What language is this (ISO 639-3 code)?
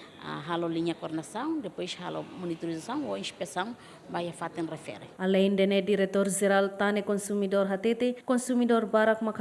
tet